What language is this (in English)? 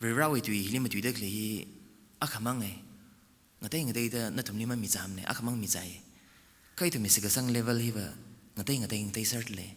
Tangkhul Naga (India)